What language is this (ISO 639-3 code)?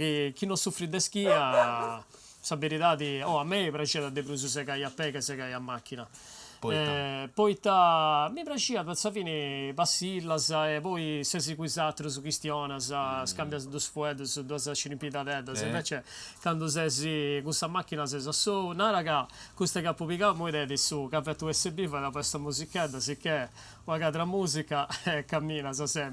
srd